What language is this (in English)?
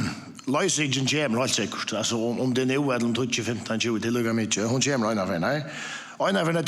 Faroese